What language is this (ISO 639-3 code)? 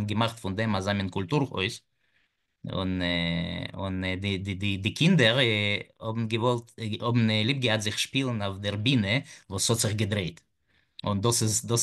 yid